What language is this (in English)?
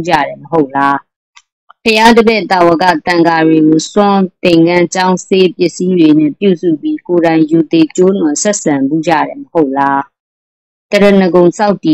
Burmese